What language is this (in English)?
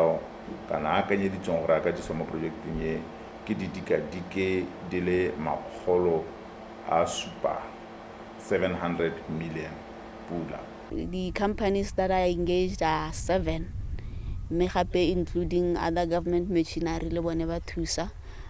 Tswana